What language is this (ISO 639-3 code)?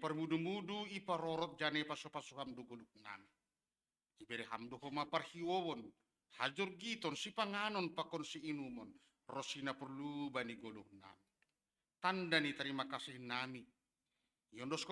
bts